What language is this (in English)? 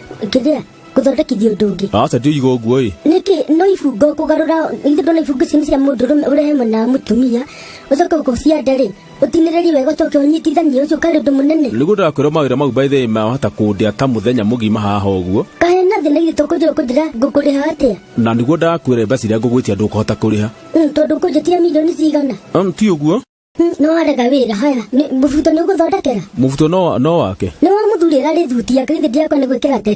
Kikuyu